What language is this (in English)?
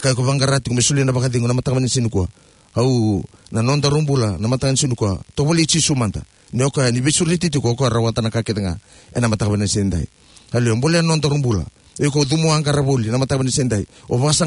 Fijian